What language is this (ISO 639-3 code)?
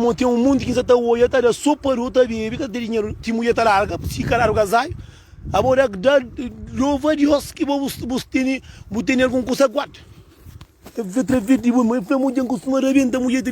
kea